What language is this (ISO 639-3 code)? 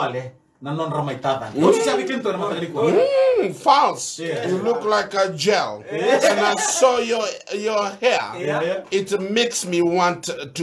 fij